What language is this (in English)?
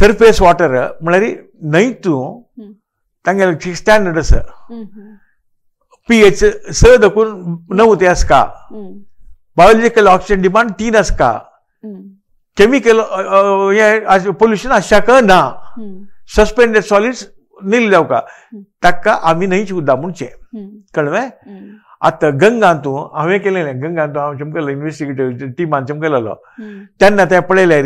Konkani